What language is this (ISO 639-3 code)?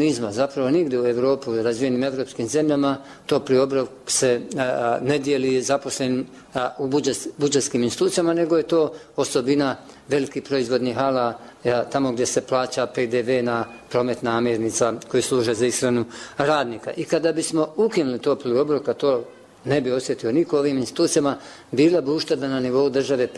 bos